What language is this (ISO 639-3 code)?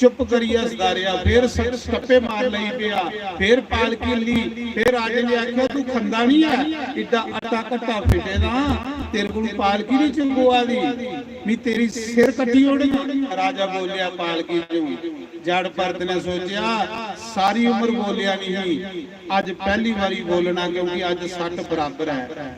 doi